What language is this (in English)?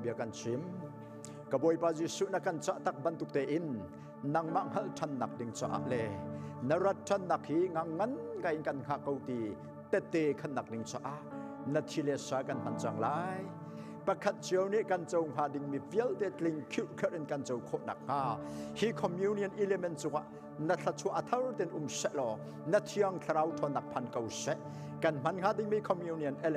Hakha Chin